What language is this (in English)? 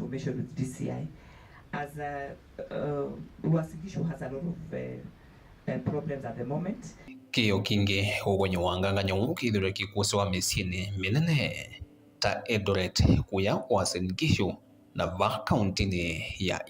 Kamba